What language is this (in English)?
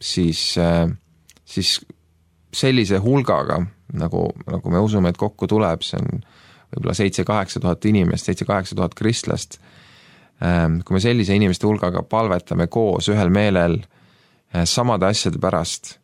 Estonian